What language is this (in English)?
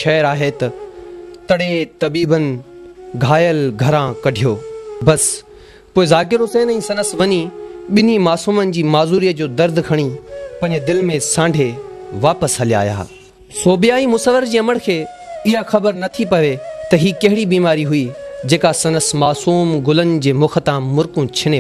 Sindhi